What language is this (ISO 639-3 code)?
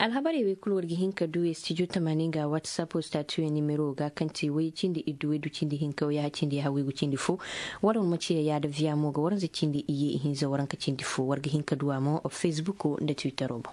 dje